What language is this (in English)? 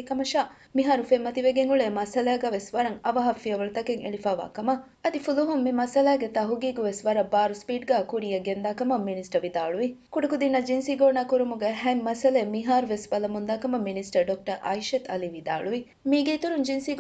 Divehi